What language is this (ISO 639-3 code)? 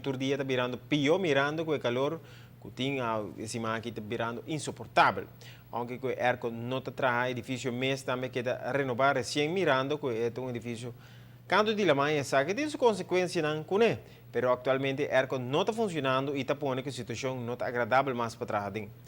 pap